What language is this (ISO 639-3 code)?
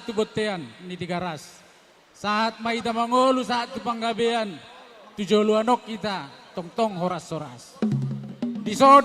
bbc